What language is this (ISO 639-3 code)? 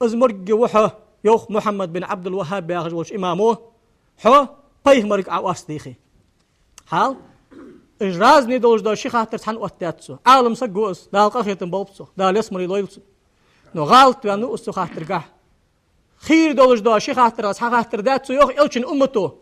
inh